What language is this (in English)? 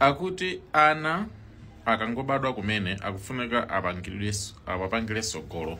Nyanja